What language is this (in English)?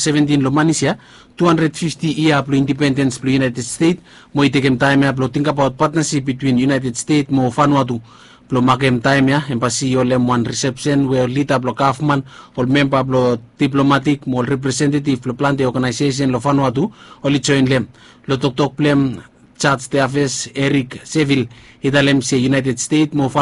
Bislama